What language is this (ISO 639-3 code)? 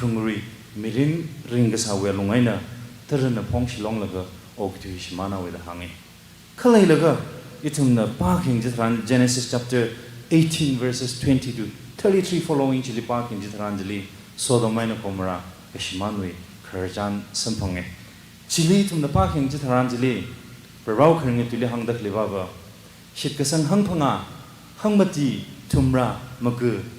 nmf